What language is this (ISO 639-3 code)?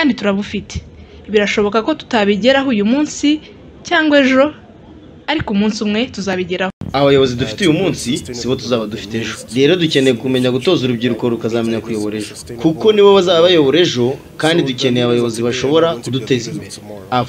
kin